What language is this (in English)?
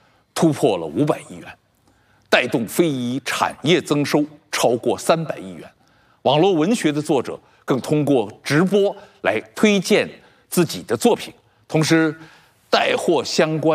Chinese